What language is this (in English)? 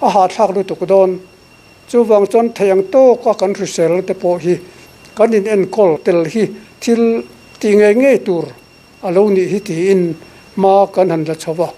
Mizo